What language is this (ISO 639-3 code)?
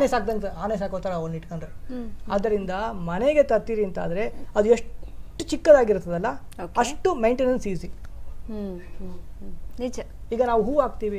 kan